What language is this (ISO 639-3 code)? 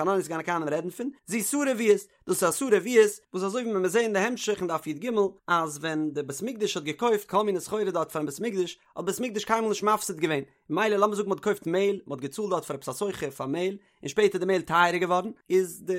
yid